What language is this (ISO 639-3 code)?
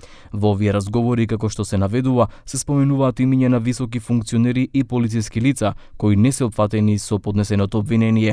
mkd